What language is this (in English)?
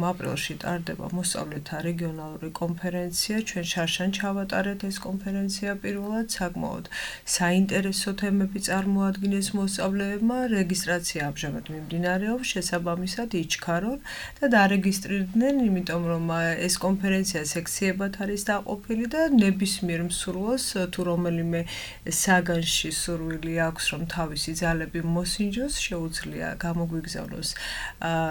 Georgian